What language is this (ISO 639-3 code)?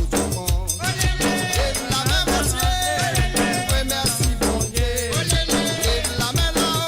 mfe